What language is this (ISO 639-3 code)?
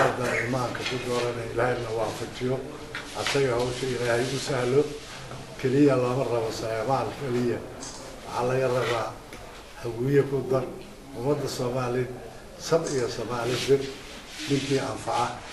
som